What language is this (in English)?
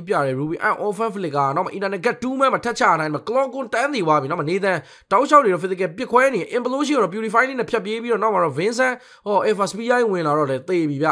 Burmese